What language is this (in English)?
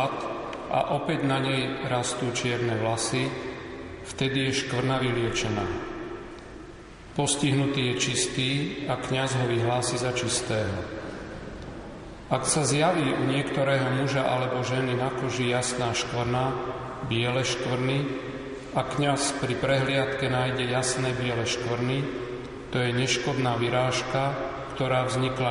Slovak